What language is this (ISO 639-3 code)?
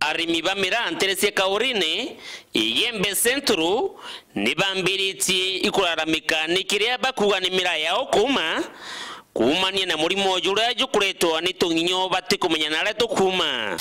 mer